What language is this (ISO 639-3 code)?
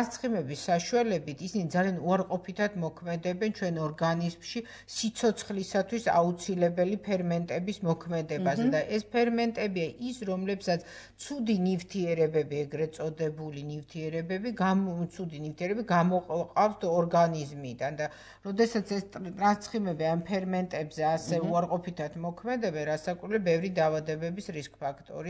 kat